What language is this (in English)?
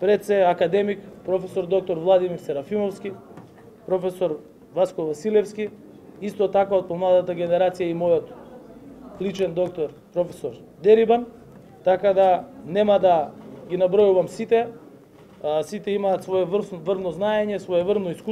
Macedonian